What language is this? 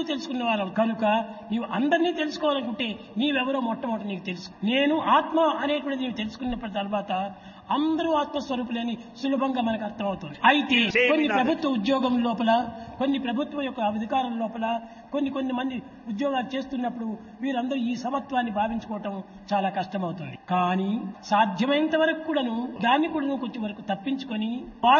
Telugu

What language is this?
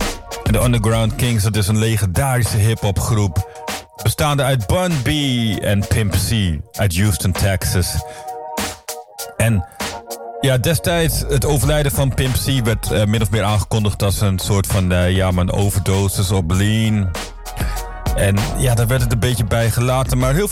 Dutch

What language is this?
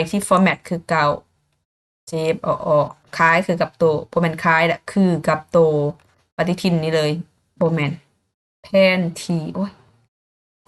Lao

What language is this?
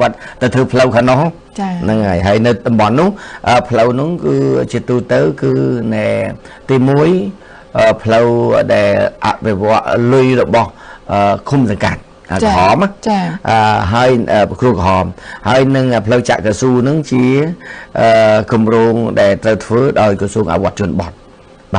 Khmer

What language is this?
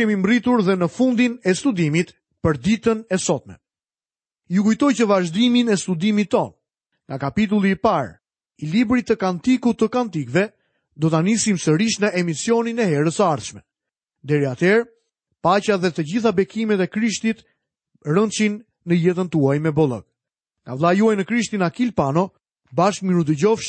Albanian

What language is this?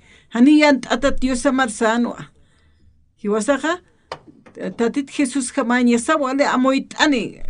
Aymara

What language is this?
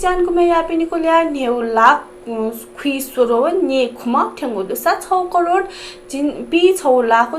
Newari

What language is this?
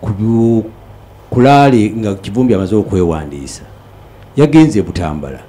Ganda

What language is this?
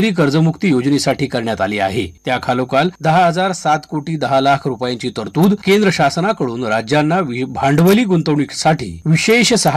Marathi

